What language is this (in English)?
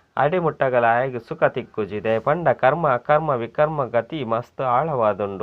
Tulu